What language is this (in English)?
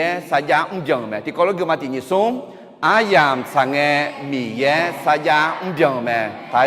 Akha